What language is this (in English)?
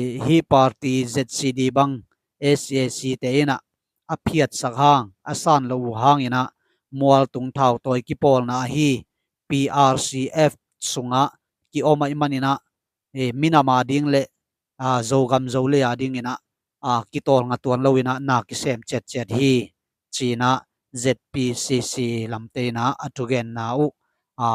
Tedim Chin